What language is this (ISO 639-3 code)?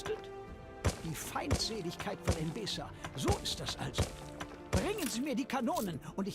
bar